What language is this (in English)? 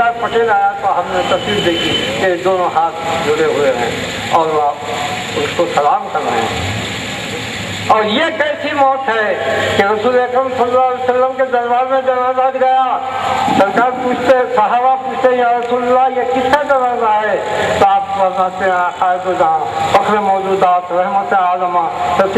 Urdu